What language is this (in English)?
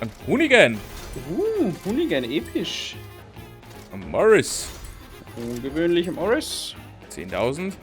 Bavarian